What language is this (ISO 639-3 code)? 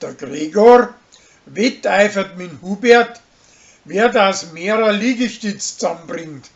bar